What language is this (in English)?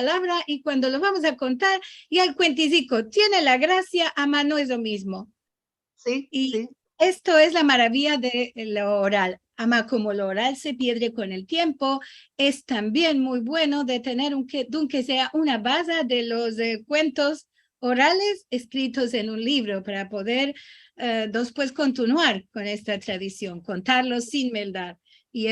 Ladino